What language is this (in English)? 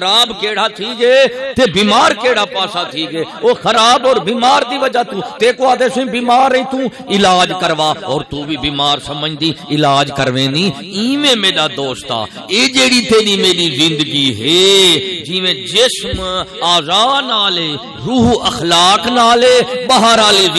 Saraiki